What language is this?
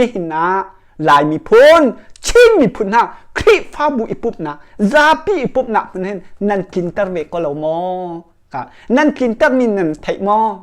Hakha Chin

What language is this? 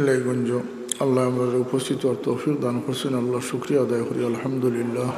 Sylheti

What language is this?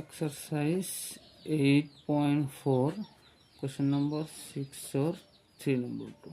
Assamese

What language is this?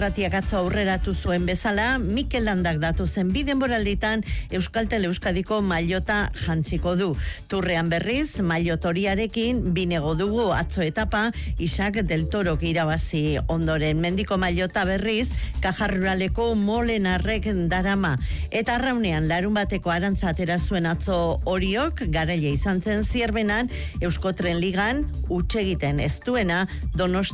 Basque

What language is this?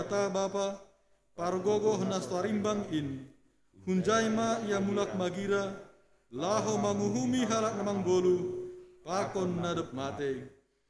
Batak Simalungun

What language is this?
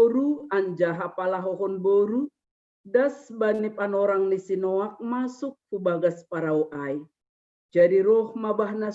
Batak Simalungun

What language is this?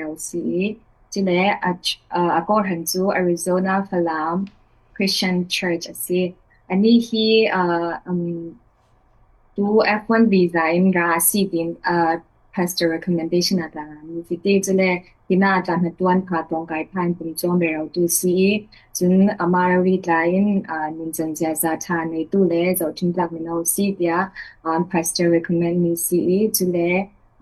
Falam Chin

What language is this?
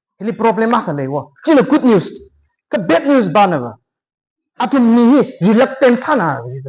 Tangkhul Naga (India)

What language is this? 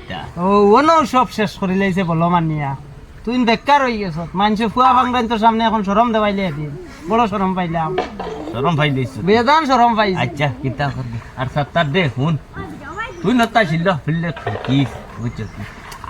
Sylheti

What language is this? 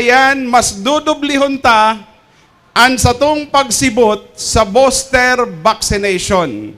Bikol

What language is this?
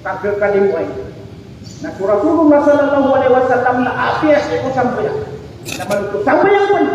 Maranao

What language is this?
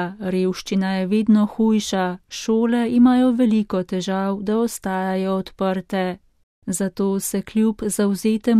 Slovenian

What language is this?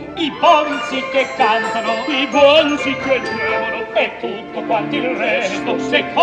Italian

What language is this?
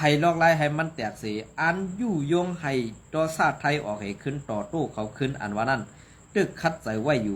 Shan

